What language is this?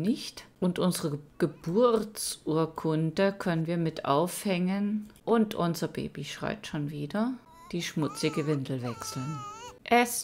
German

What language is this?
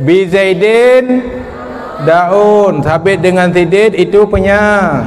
Achinese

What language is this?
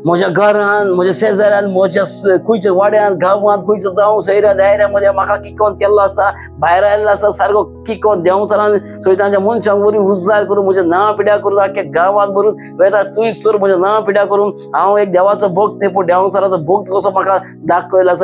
Konkani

